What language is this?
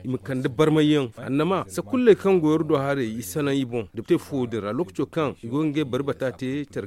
Zarma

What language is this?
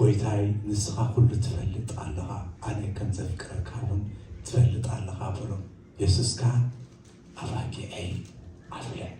Tigrinya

